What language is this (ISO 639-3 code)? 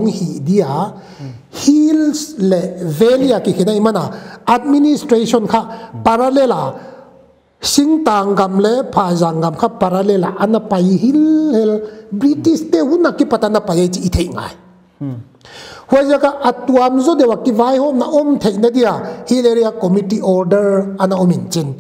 pck